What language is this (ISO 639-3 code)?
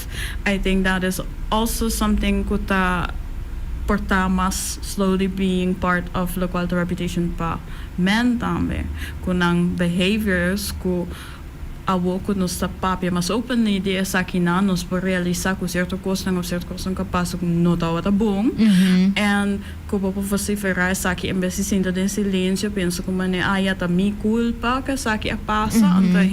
pap